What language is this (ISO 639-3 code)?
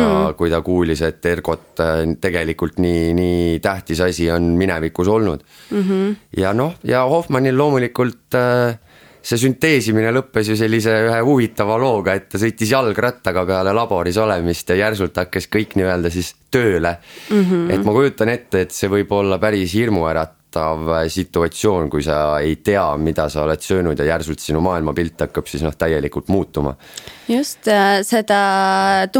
est